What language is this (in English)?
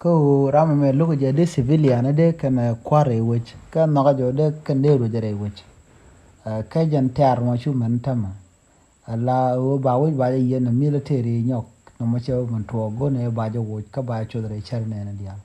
Nuer